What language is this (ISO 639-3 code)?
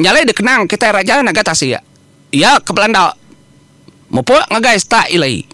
iba